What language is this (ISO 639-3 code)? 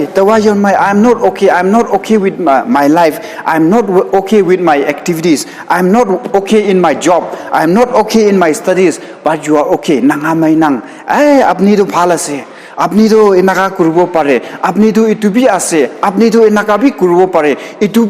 nbe